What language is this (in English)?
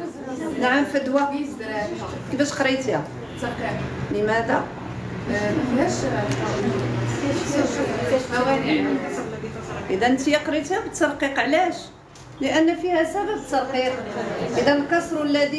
Moroccan Arabic